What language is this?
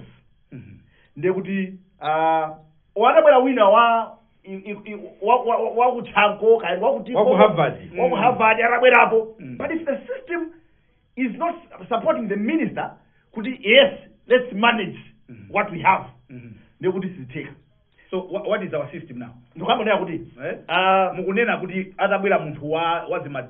Nyanja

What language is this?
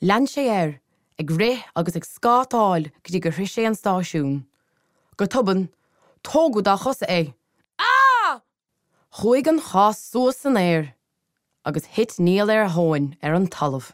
Irish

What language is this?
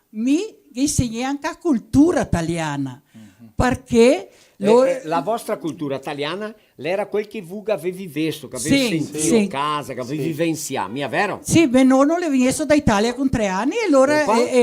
Venetian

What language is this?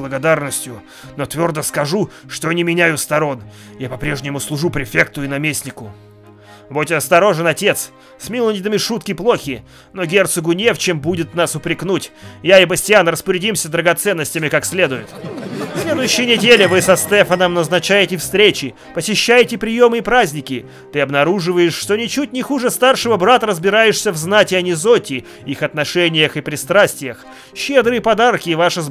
Russian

